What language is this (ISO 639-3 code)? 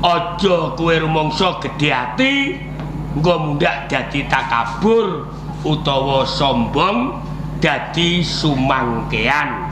jav